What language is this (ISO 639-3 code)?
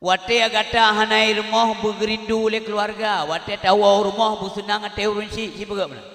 ace